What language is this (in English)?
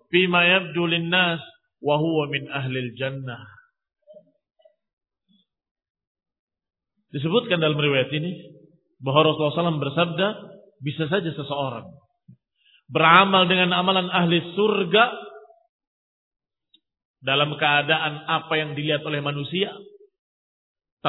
Indonesian